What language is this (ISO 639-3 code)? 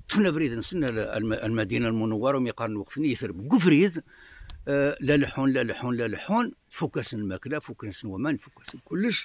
kab